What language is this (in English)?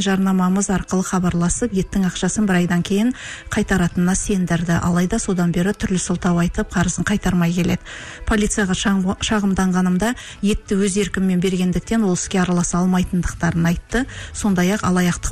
Kazakh